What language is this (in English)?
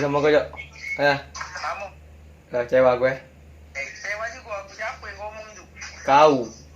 Musi